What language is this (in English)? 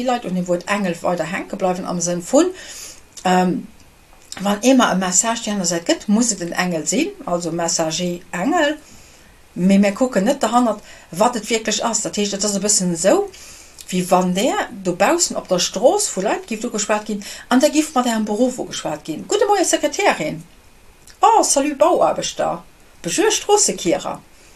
Luxembourgish